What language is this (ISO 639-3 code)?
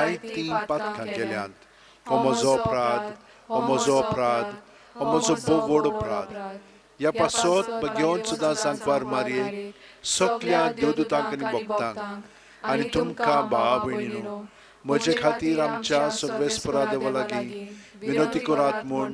kok